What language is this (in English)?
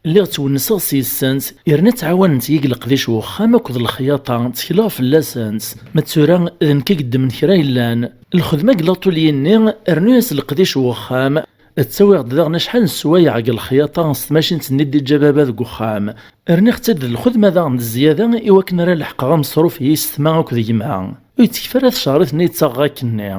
Kabyle